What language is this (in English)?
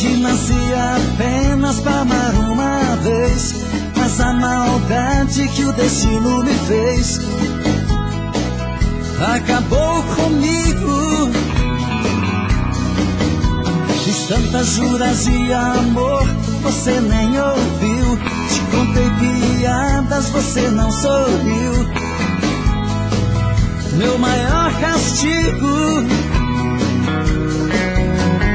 Portuguese